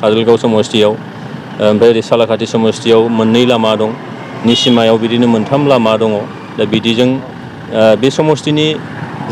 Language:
Bodo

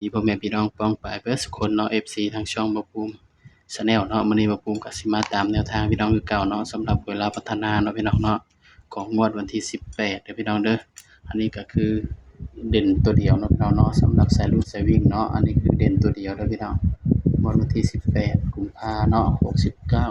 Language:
Northeastern Thai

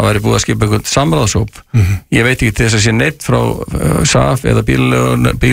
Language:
Icelandic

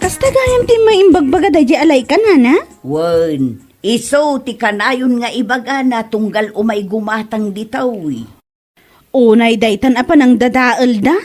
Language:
Iloko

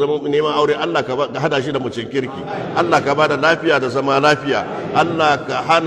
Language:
Hausa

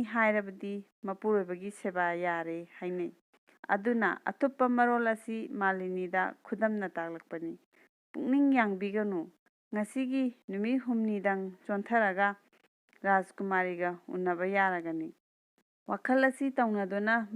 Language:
Manipuri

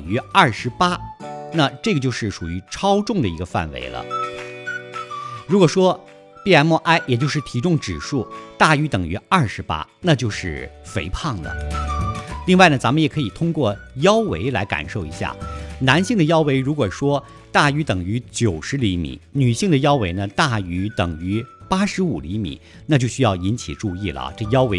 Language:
Chinese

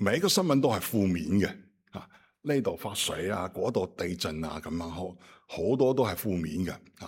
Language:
Cantonese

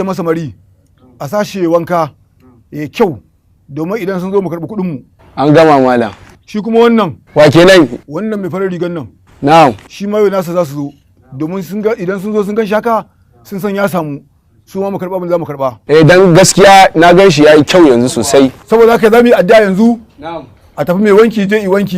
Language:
Hausa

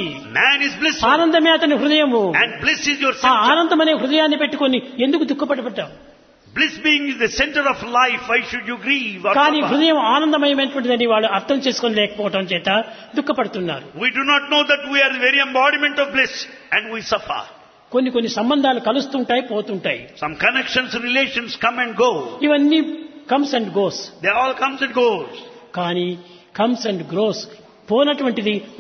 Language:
Telugu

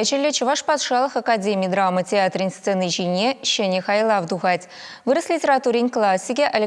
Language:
Chuvash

